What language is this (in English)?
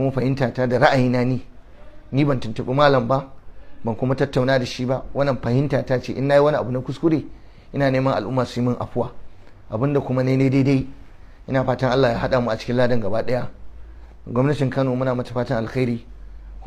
Hausa